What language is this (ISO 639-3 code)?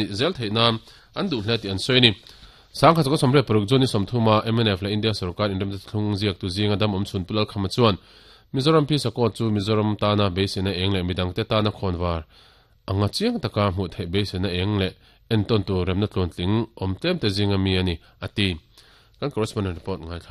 lus